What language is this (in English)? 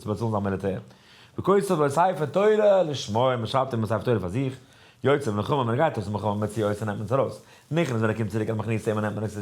Yiddish